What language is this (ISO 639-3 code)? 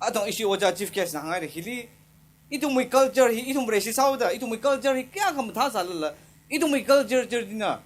nmf